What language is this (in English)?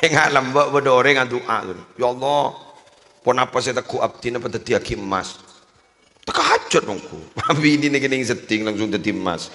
Madurese